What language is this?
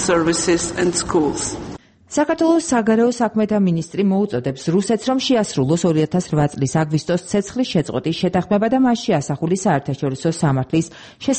Georgian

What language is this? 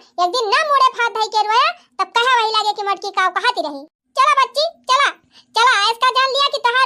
Awadhi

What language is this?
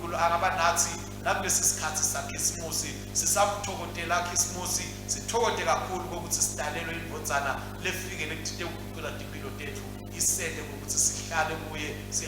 Swati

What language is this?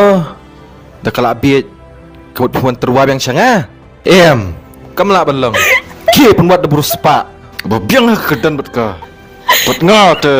Khasi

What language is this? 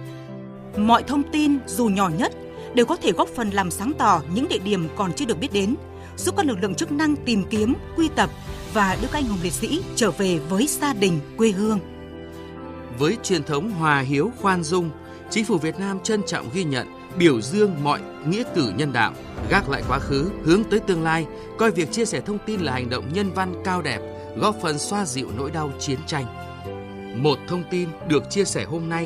Vietnamese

